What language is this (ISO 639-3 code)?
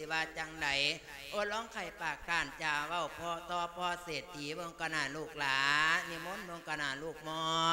lao